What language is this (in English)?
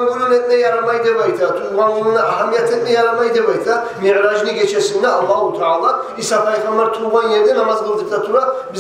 Kumyk